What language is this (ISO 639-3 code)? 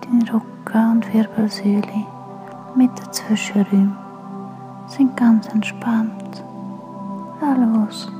gsw